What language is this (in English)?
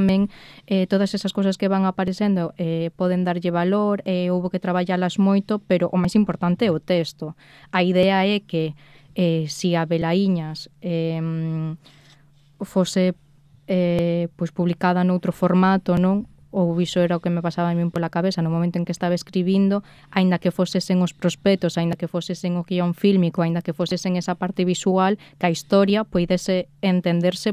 Galician